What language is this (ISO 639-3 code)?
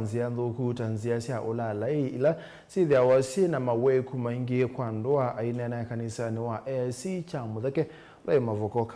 kam